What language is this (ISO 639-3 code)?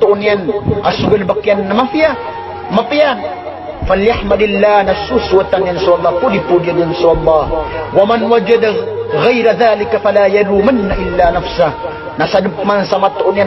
mrw